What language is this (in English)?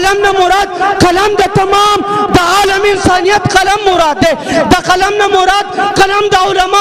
Pashto